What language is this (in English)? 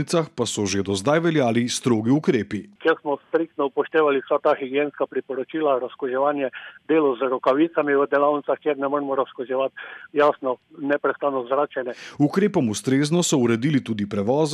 Slovenian